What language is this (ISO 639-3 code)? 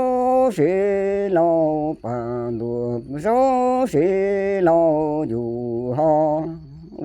hmn